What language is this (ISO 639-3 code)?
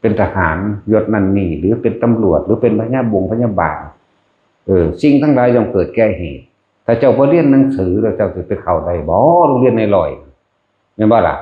tts